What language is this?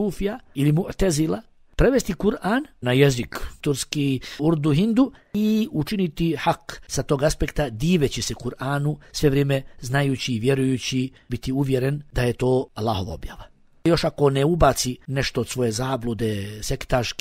Bosnian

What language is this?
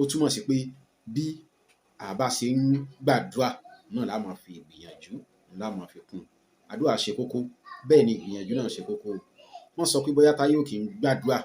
Yoruba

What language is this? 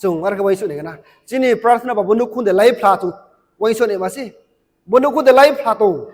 Riang (India)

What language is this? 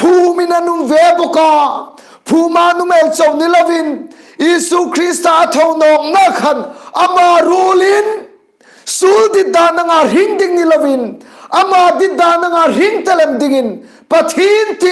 Hmar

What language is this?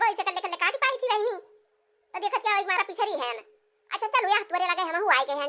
Awadhi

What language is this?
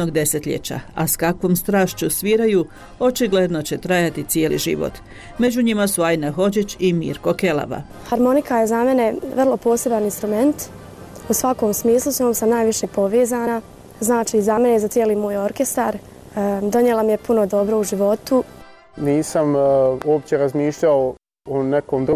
Croatian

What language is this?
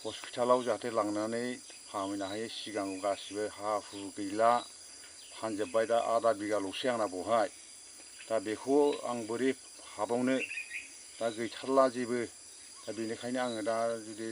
Bodo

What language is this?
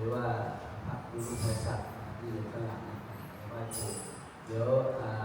Lao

